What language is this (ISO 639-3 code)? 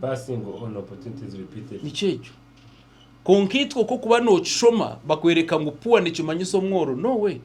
nyn